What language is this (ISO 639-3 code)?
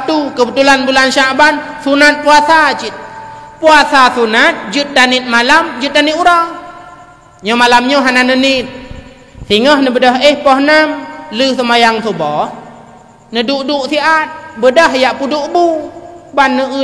ace